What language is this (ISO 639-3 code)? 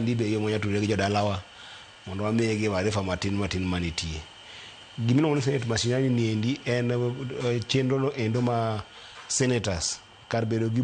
luo